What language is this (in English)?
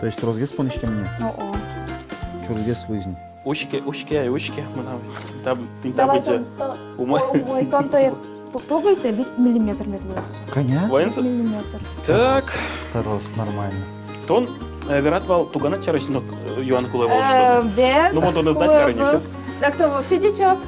Udmurt